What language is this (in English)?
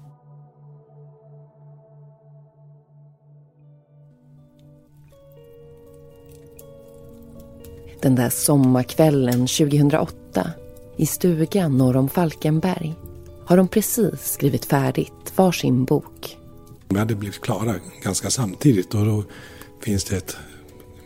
Swedish